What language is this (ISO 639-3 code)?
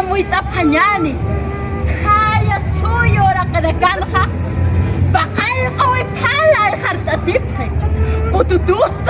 aym